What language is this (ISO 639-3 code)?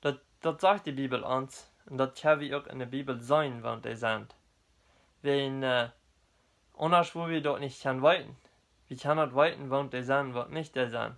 pdt